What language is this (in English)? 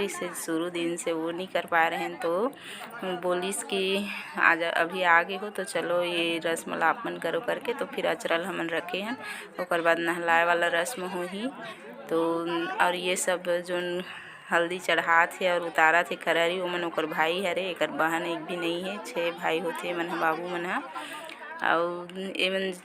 Chhattisgarhi